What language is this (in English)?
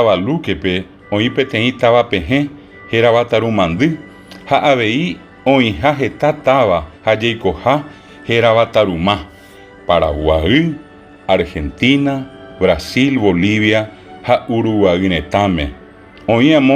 Guarani